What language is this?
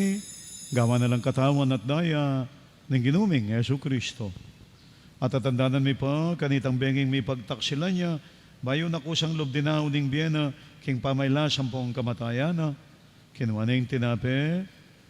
Pampanga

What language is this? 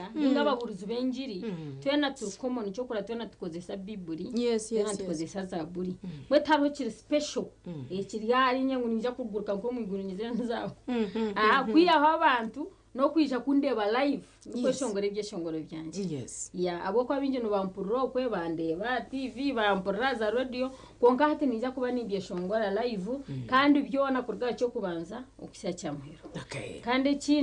Nyankole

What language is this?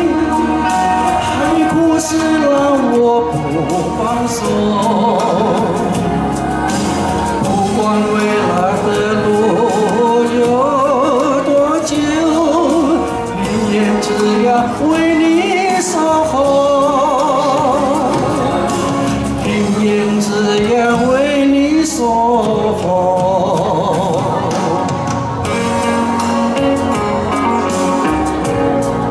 Chinese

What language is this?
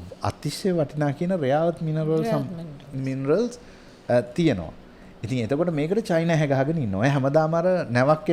Sinhala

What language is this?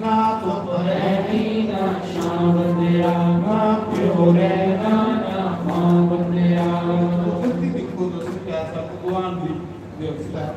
Dogri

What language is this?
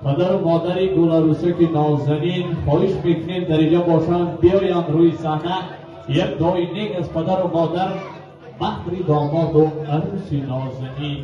Tajik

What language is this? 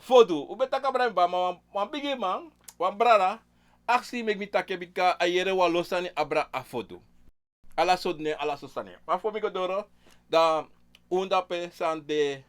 Sranan Tongo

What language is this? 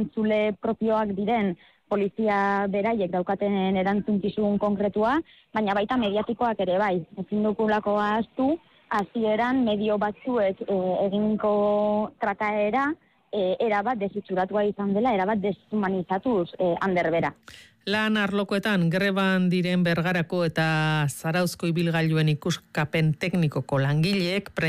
Basque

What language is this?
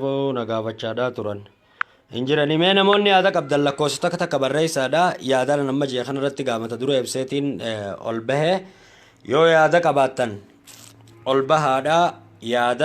Oromo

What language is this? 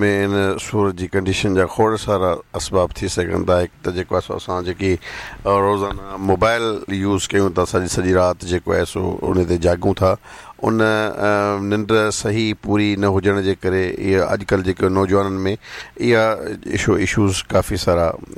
Sindhi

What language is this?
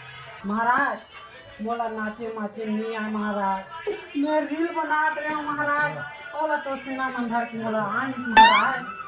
Chhattisgarhi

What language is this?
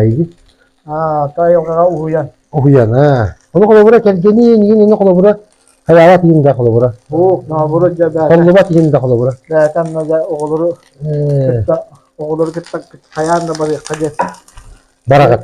Yakut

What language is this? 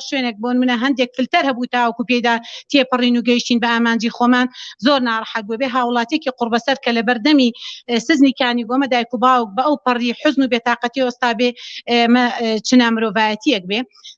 Central Kurdish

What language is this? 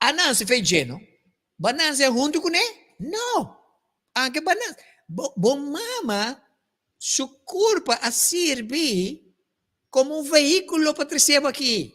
Papiamento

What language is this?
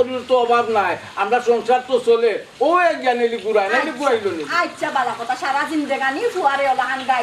Sylheti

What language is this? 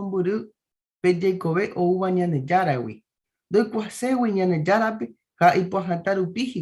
Guarani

